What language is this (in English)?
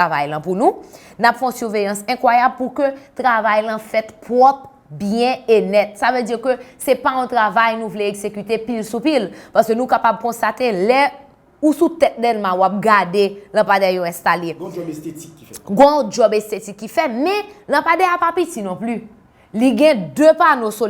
Haitian Creole